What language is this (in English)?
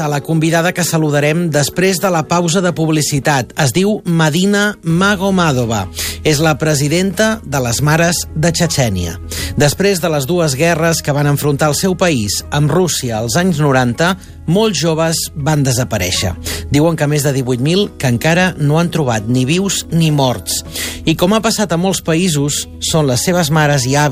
Catalan